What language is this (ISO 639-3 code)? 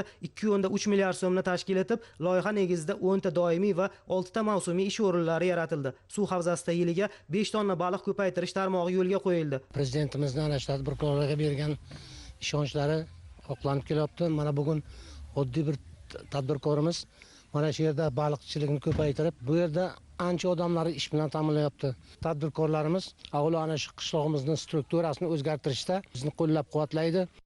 uzb